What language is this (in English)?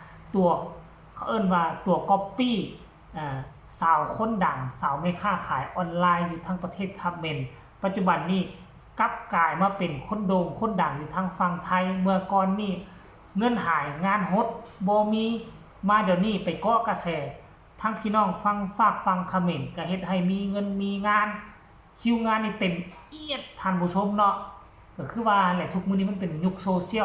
Northeastern Thai